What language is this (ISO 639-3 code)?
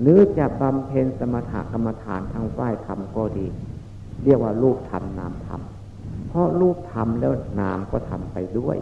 tts